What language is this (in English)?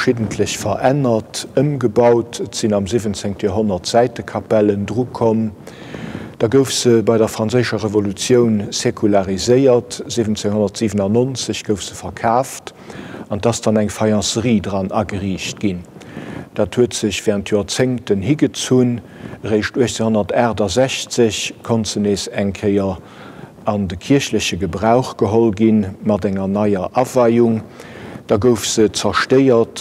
Luxembourgish